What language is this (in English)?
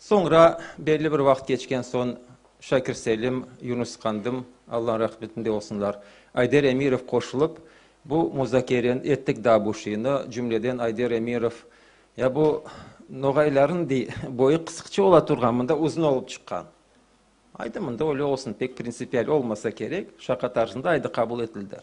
Crimean Tatar